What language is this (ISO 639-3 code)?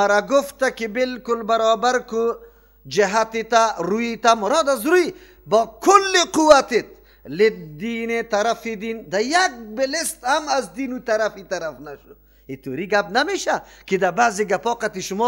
fas